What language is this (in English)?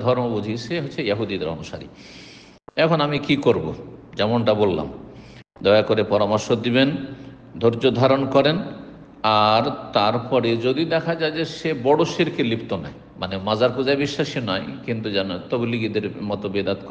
Bangla